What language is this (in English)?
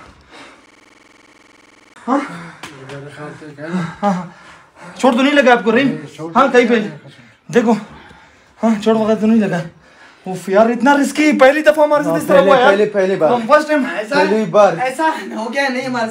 Hindi